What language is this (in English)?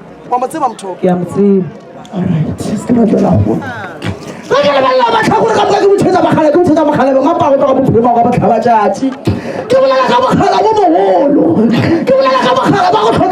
Northern Sotho